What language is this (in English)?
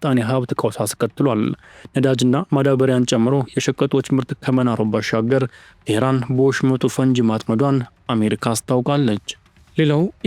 Amharic